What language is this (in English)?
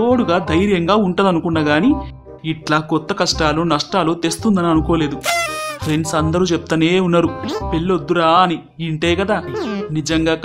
Telugu